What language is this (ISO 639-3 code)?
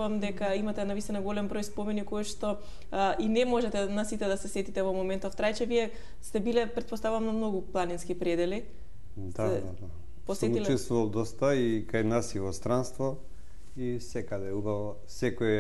mkd